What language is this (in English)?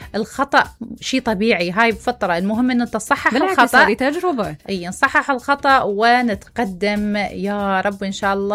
Mesopotamian Arabic